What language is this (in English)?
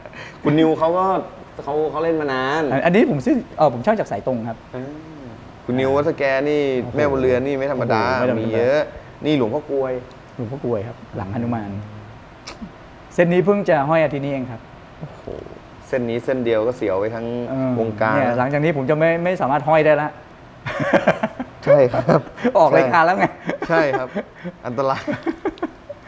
Thai